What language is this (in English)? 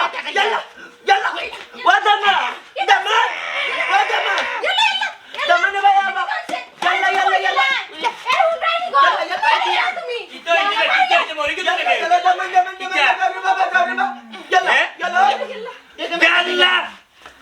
Sylheti